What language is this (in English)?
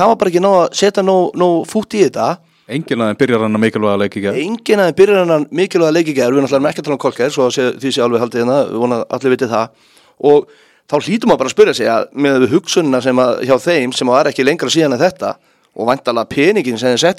Icelandic